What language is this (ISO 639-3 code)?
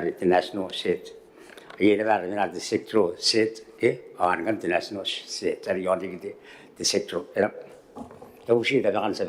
gil